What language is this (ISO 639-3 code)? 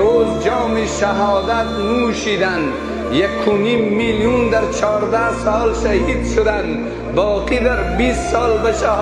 fas